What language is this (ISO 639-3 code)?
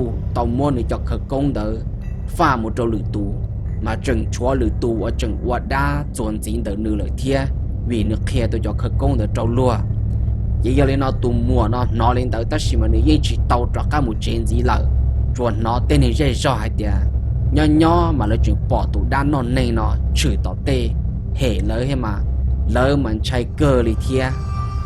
hmn